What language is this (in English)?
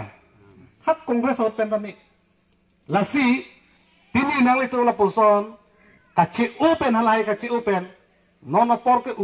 Karbi